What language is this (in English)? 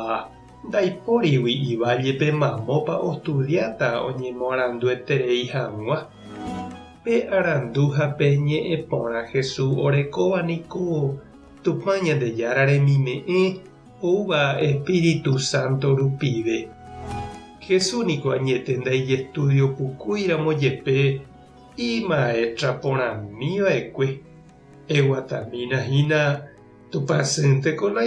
Guarani